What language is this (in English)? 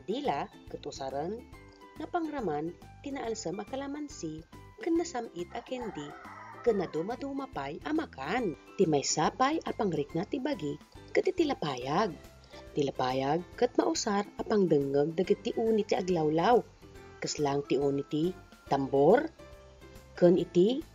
Iloko